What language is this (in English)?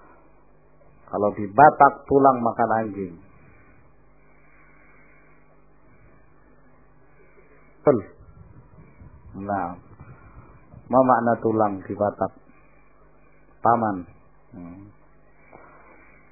Indonesian